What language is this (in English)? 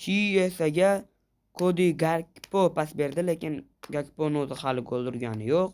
Uzbek